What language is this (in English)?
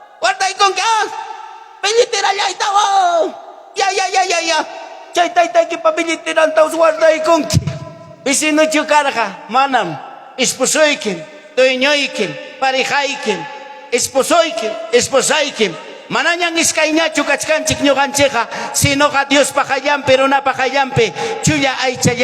Ayacucho Quechua